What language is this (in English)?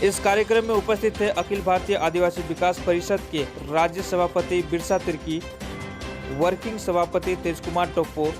Sadri